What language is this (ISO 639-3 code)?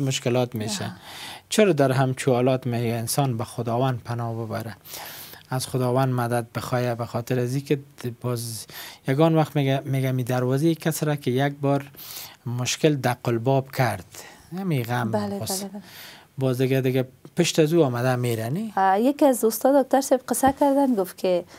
fas